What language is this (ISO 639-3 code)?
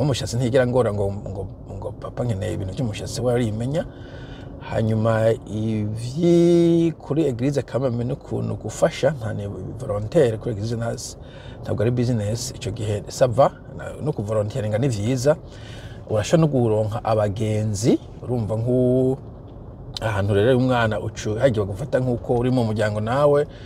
run